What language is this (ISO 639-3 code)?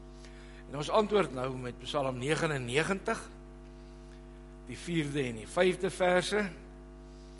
afr